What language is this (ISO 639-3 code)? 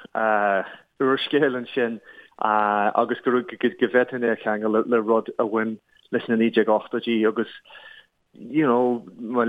gle